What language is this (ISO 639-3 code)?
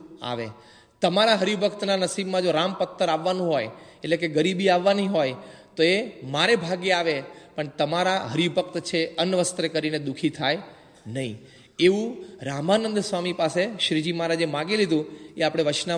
guj